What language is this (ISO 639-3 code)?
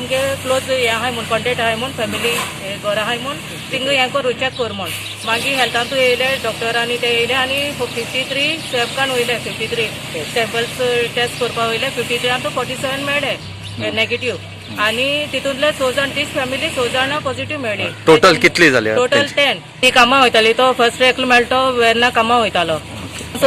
kok